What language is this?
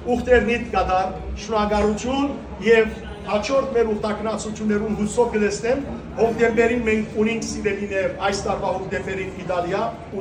Western Armenian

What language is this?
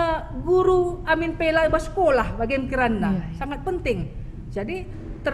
Batak Karo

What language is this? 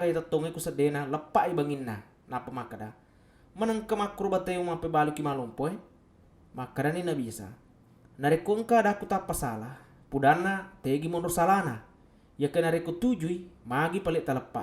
Buginese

